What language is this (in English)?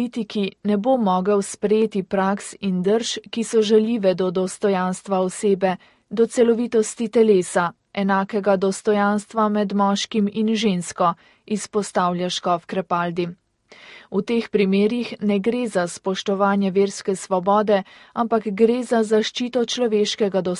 Slovenian